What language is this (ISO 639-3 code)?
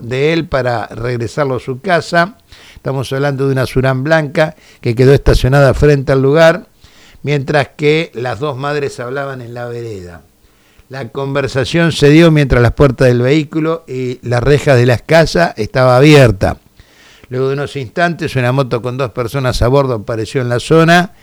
spa